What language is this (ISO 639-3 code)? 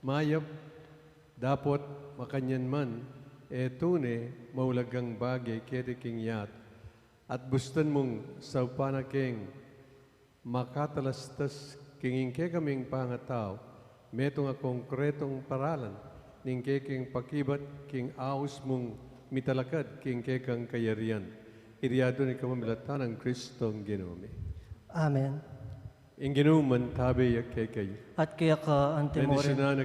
pam